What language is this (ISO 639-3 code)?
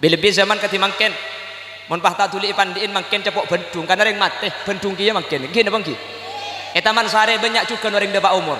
mad